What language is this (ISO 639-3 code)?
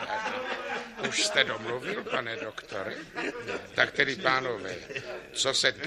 ces